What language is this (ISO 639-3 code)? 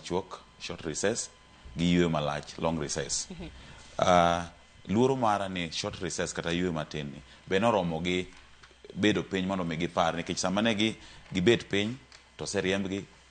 luo